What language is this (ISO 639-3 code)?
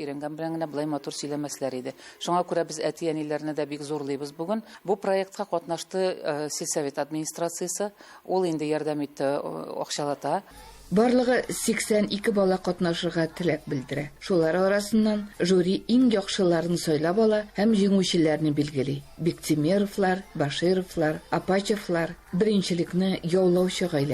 tat